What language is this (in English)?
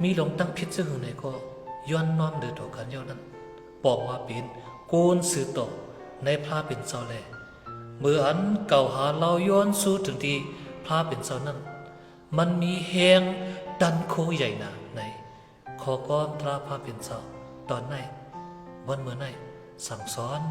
Shan